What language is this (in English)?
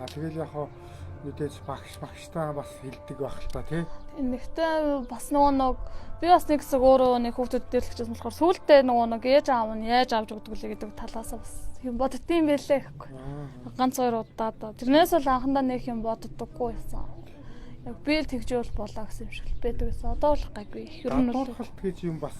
Mongolian